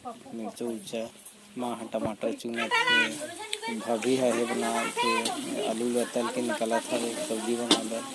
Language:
Chhattisgarhi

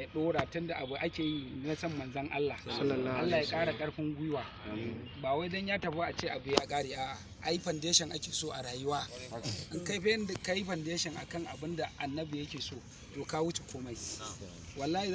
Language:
Hausa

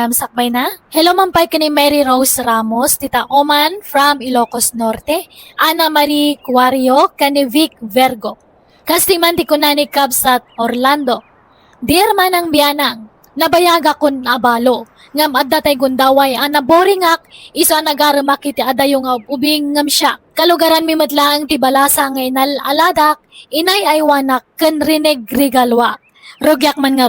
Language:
Iloko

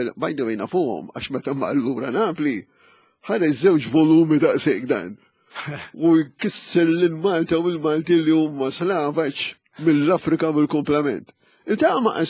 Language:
Maltese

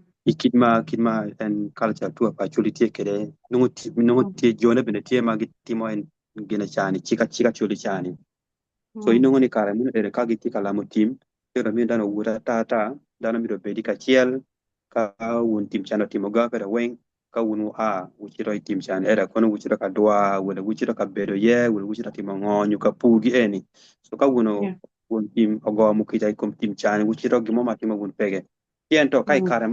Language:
Acoli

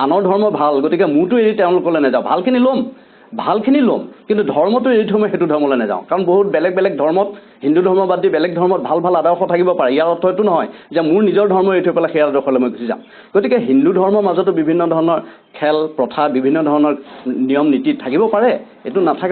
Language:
Assamese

